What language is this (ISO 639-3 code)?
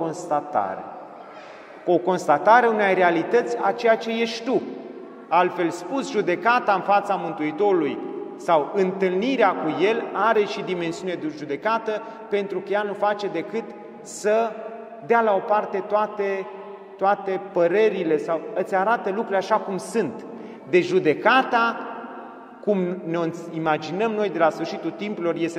ron